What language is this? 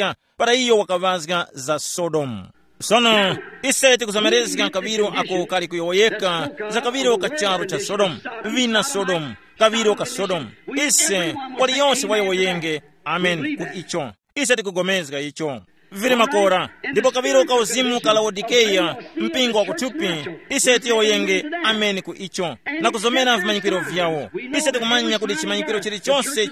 Tumbuka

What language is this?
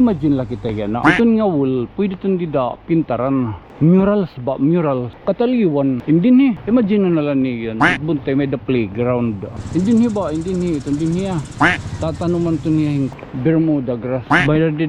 Waray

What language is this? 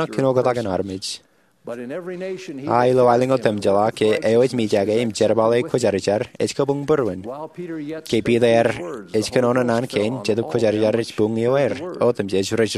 Marshallese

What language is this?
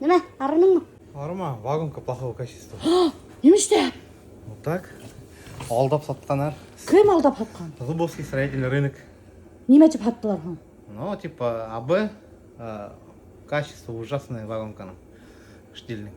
Bashkir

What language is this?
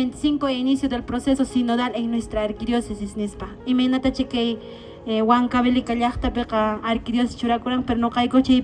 Quechua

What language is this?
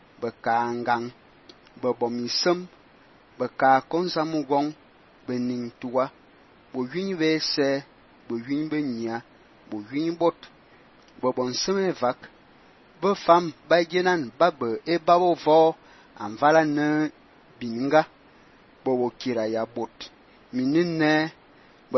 Fang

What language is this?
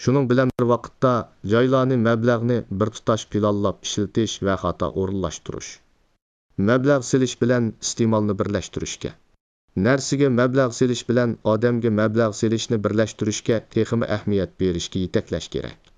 Uyghur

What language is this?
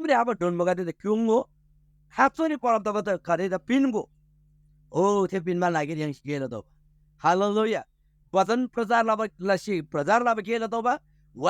Eastern Tamang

